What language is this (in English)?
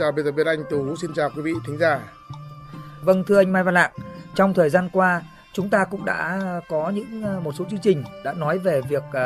Vietnamese